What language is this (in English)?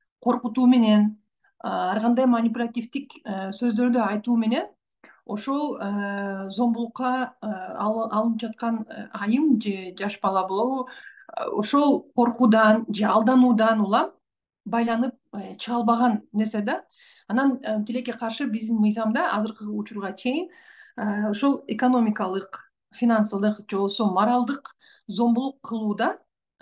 Kyrgyz